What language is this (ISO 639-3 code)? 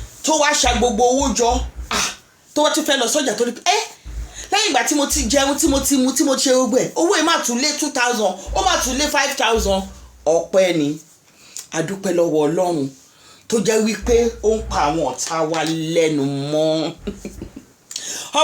yor